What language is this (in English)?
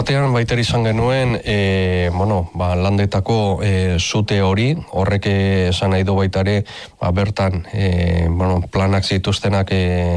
Basque